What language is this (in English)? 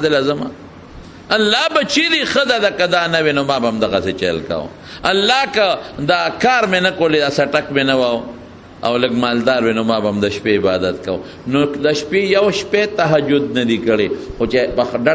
Pashto